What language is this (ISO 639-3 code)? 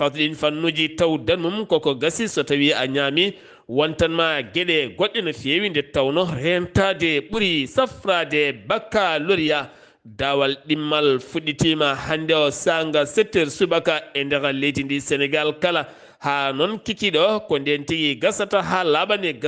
ful